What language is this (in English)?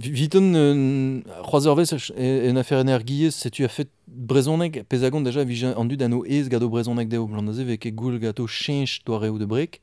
Breton